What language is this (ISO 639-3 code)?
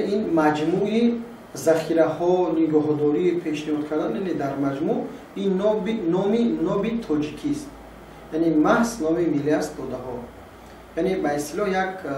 tgk